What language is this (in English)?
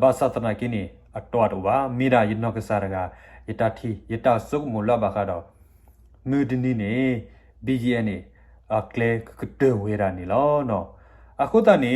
S'gaw Karen